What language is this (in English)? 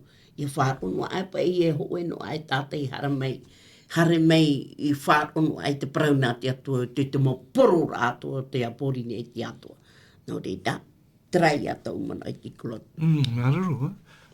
Tahitian